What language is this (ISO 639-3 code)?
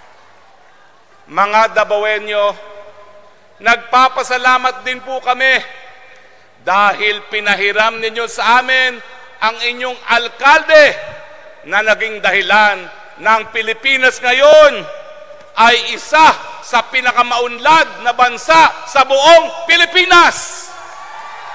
fil